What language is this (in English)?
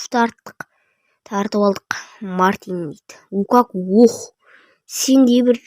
Kazakh